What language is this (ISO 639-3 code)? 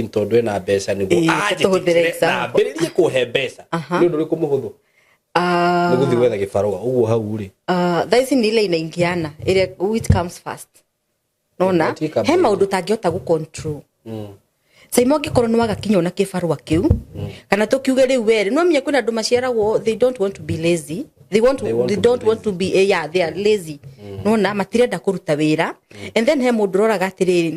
kik